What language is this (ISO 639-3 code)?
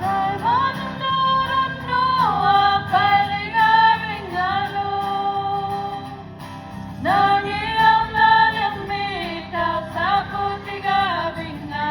iku